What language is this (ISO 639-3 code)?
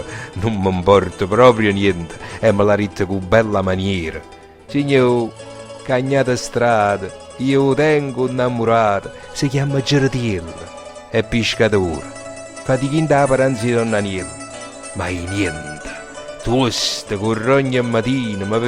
nap